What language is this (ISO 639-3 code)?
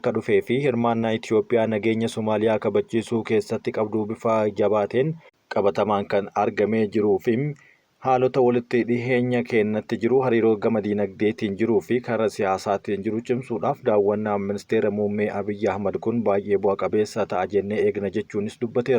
orm